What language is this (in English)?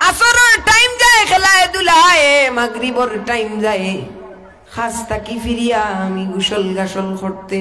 Sylheti